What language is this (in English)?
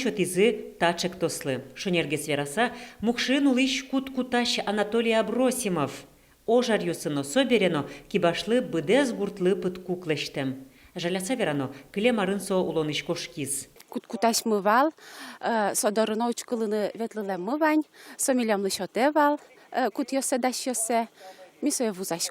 Udmurt